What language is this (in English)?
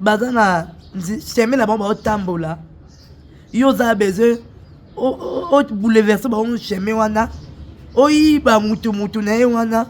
Lingala